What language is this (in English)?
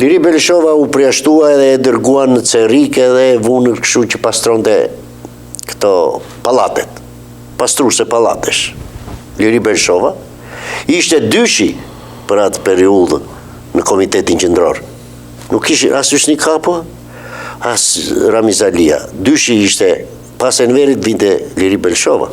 Albanian